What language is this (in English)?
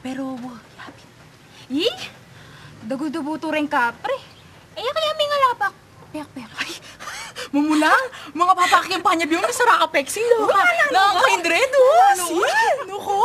Pampanga